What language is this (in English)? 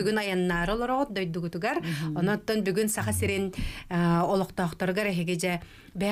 Yakut